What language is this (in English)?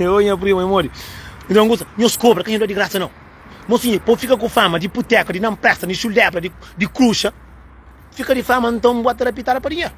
Kabuverdianu